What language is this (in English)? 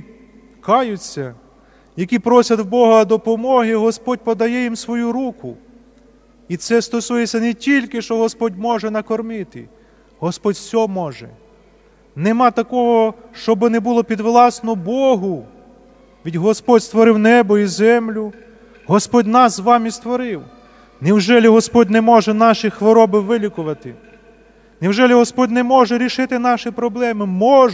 Rusyn